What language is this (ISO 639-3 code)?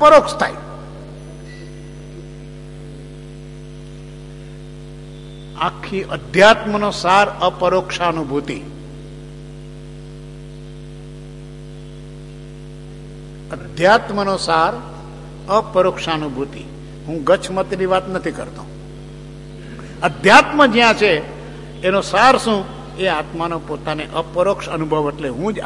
guj